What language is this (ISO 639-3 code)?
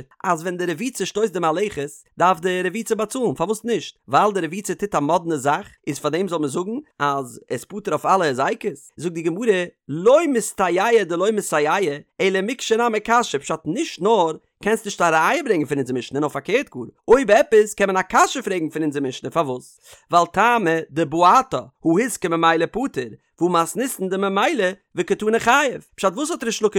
yid